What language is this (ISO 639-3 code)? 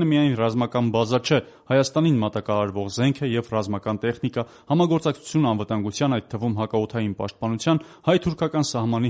hye